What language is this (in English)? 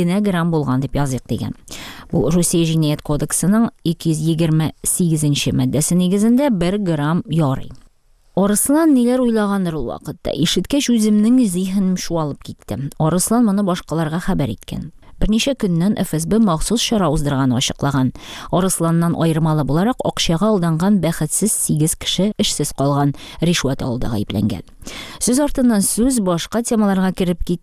Tatar